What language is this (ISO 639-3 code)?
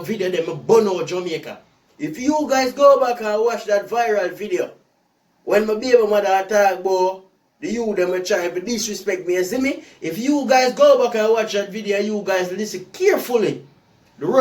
jam